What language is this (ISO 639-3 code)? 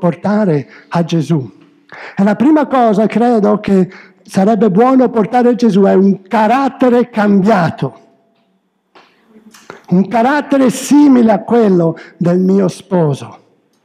ita